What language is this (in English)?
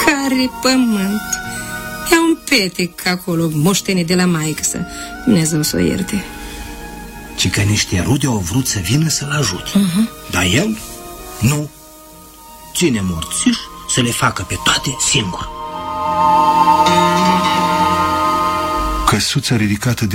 Romanian